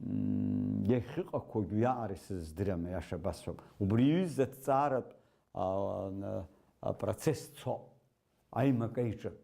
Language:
Abkhazian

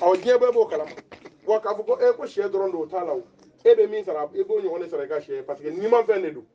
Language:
Bambara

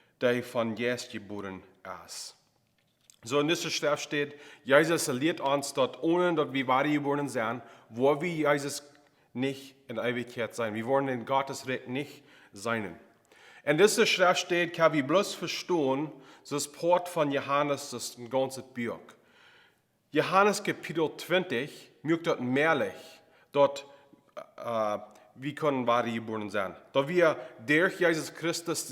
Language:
Plautdietsch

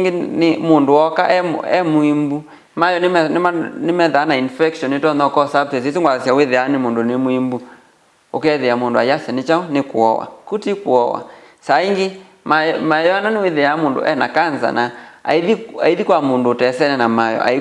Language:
Kamba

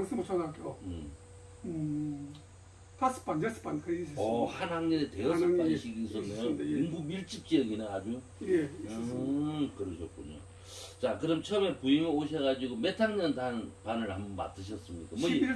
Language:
Korean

